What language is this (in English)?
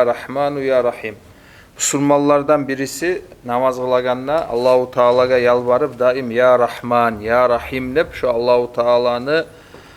Kumyk